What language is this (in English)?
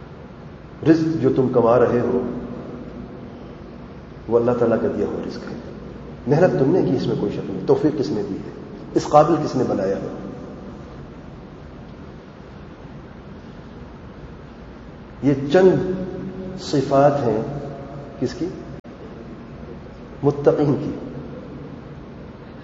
Urdu